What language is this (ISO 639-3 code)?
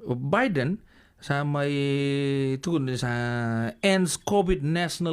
fij